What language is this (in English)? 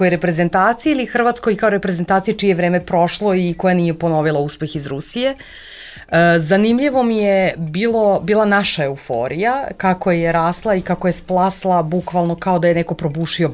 Serbian